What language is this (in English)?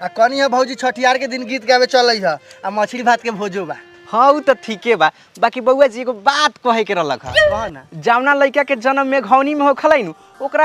Magahi